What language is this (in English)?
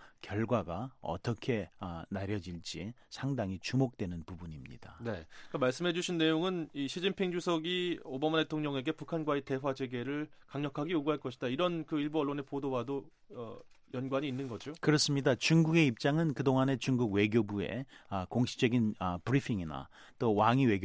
Korean